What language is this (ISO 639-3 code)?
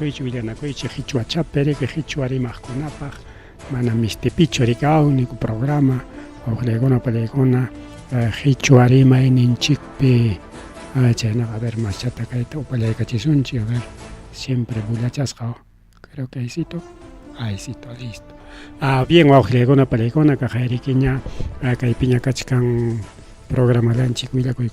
quy